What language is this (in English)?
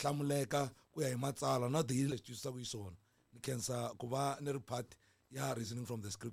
Tsonga